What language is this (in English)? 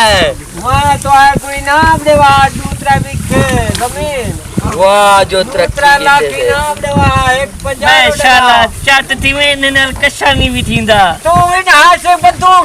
Saraiki